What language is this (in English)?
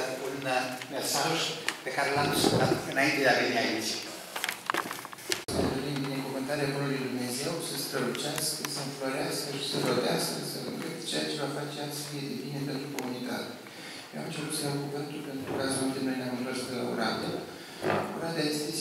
Romanian